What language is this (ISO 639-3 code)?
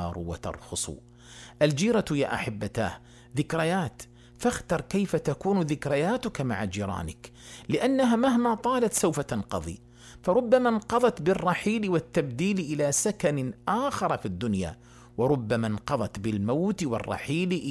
ara